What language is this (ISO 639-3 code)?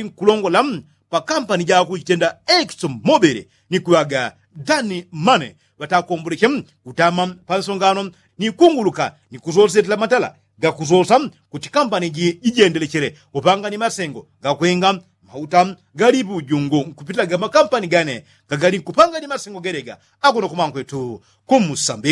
yao